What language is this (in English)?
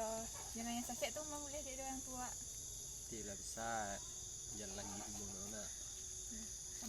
Minangkabau